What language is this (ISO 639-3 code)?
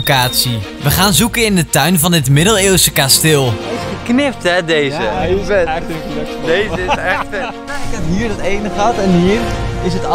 nld